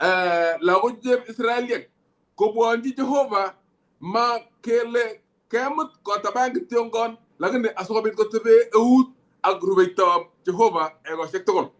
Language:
Kalenjin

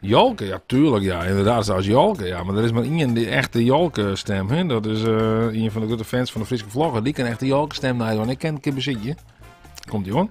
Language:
Western Frisian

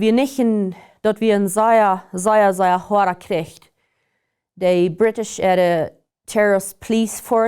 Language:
Plautdietsch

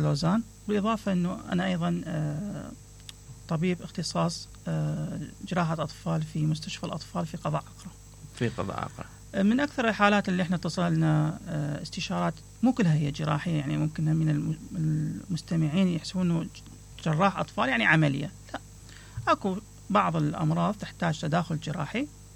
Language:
Mesopotamian Arabic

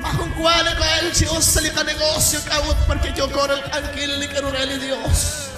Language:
Kekchí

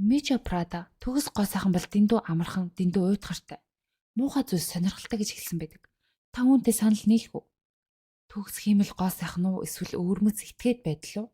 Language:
Mongolian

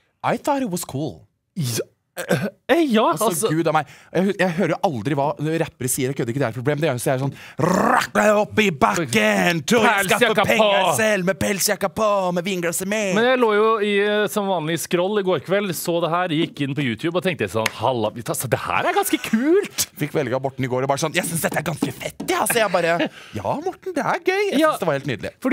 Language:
Norwegian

